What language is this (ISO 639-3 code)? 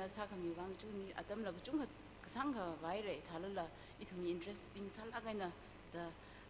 nmf